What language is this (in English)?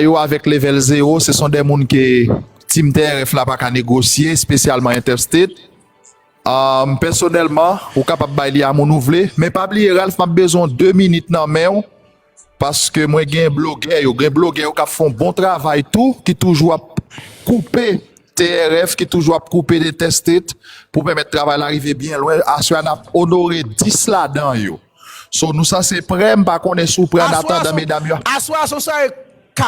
Haitian Creole